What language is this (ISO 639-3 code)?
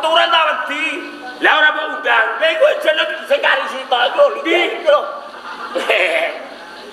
jav